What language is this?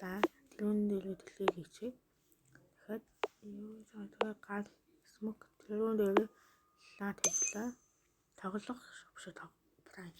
Mongolian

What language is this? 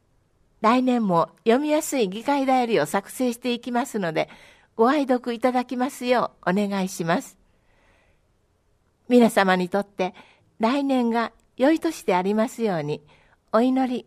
Japanese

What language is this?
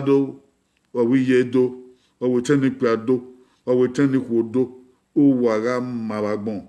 Bini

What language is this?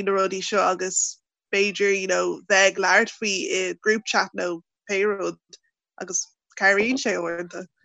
Irish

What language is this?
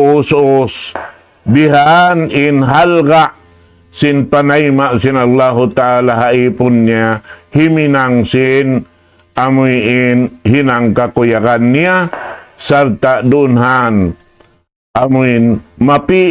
Tausug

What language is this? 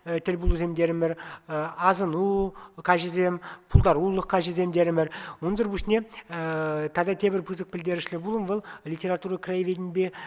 Chuvash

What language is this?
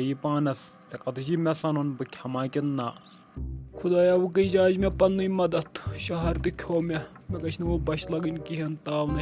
Kashmiri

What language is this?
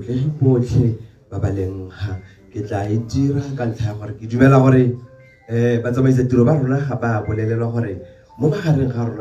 Tswana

